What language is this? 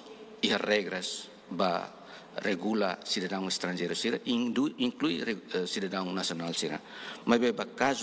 Tetum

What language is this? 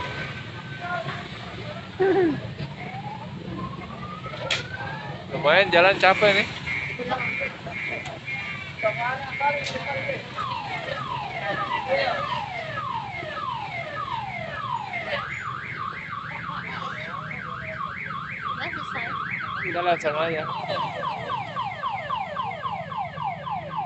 Indonesian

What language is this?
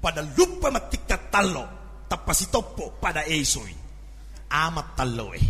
Buginese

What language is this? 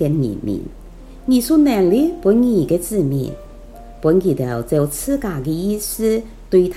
Hakka Chinese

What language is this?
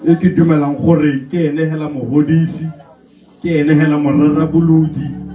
Tswana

